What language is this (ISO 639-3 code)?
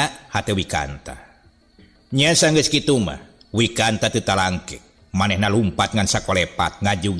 sun